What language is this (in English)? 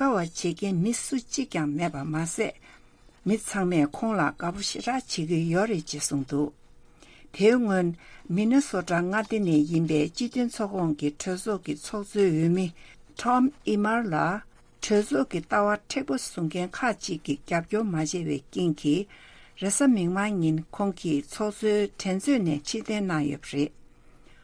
Tibetan